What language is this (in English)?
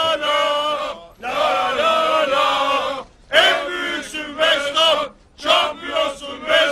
Turkish